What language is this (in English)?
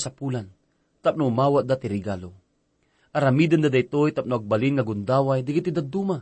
Iloko